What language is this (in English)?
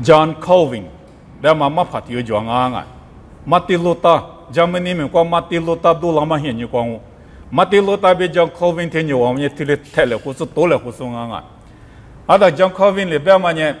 Lisu